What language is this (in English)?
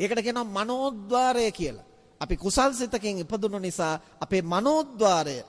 Sinhala